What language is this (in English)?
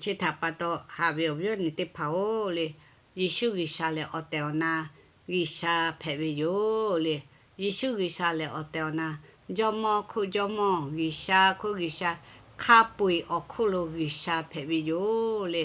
Lahu